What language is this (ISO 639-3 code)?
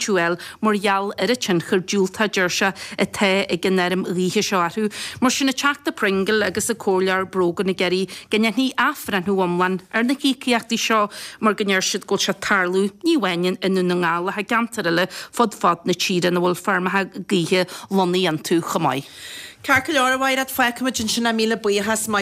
gle